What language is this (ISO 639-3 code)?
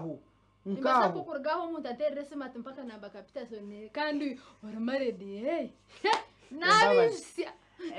nyn